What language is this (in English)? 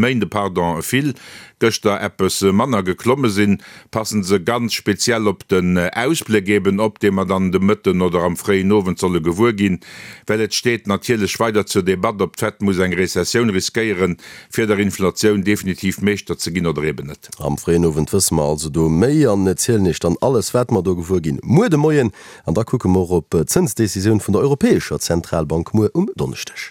Luxembourgish